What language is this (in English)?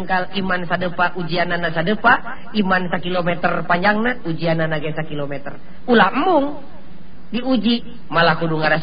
Sundanese